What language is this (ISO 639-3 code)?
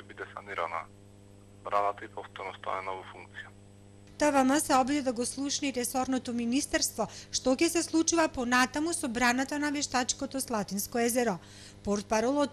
mkd